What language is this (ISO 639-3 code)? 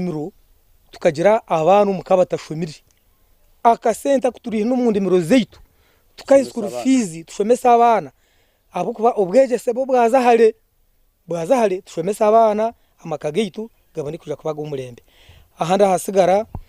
nyn